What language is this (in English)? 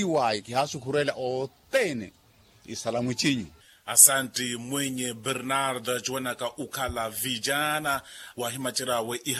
Makhuwa